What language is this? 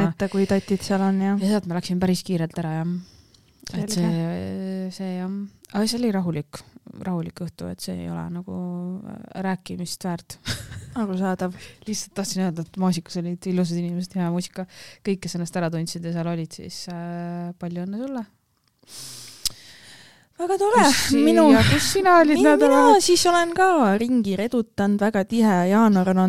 Estonian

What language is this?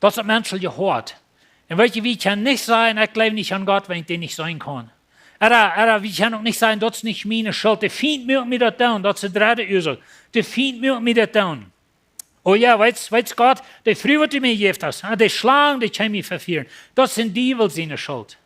Plautdietsch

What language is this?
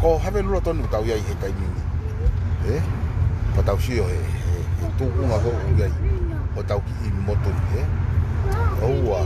Tongan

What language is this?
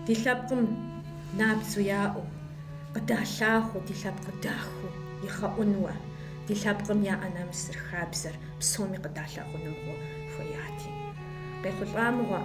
Kabardian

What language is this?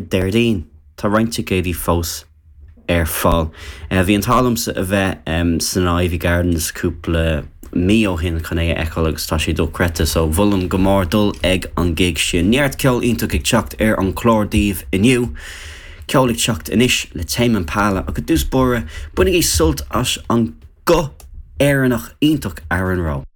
Irish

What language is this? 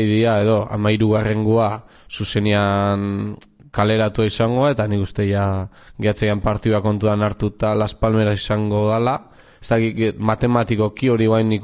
Basque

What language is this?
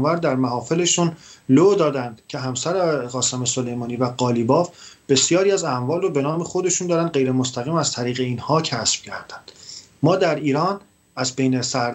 Persian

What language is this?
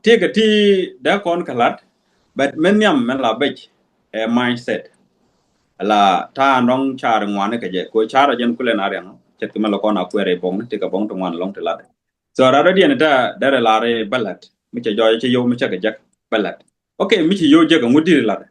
Nuer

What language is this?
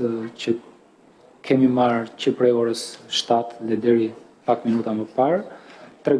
Albanian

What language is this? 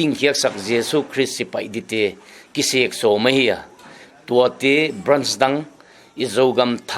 Paite Chin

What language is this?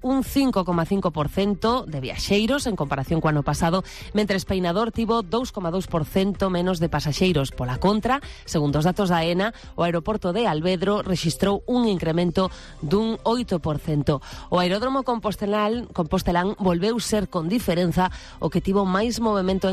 Galician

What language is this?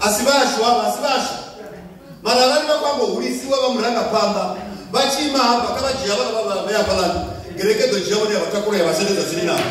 Venda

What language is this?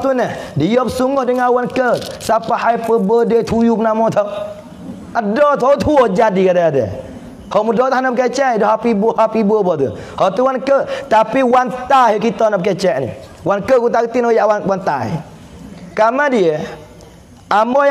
Pattani Malay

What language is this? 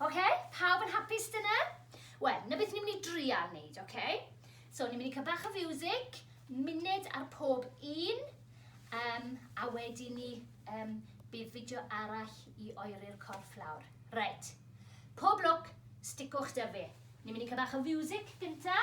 Welsh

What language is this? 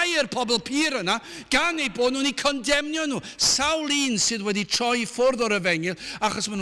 Welsh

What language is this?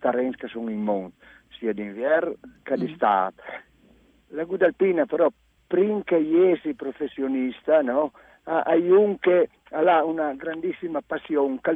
Friulian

